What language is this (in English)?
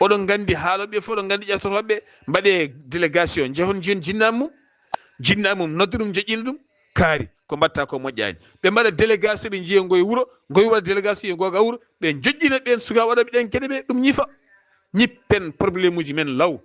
Fula